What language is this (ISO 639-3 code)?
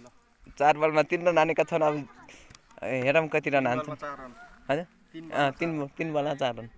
nep